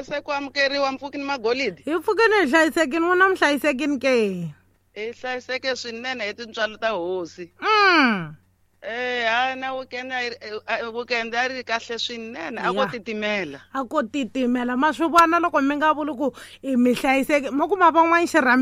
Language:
Tsonga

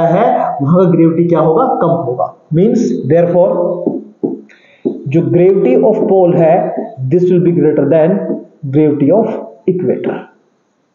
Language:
Hindi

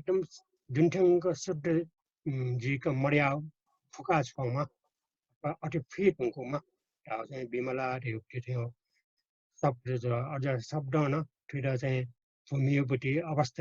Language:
Newari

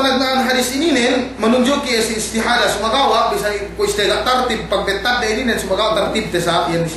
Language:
Yakan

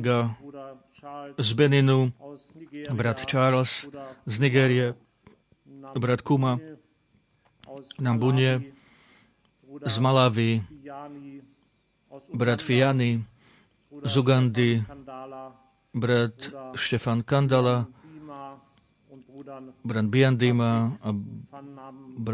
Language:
Slovak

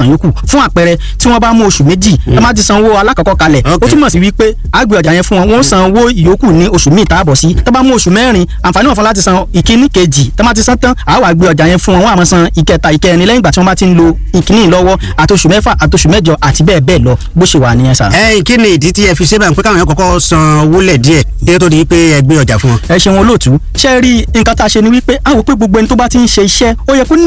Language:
Yoruba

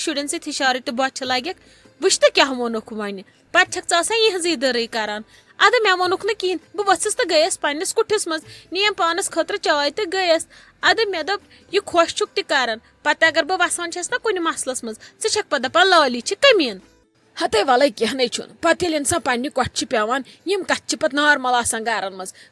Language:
Kashmiri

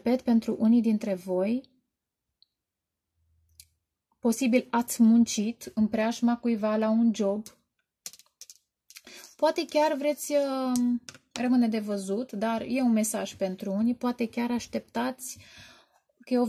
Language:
Romanian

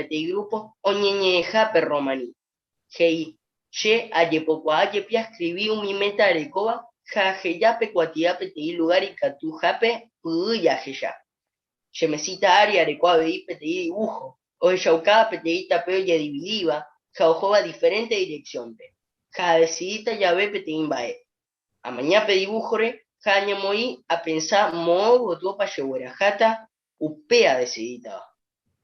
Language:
Guarani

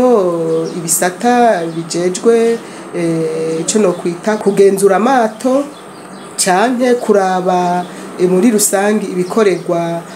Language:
Rundi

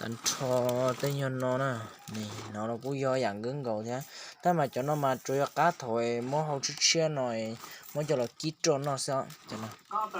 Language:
Hmong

